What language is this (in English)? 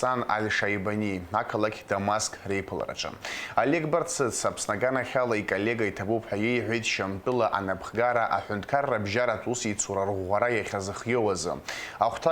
Abkhazian